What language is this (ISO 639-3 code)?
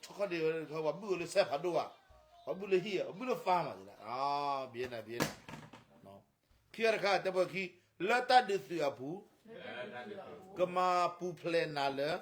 ksw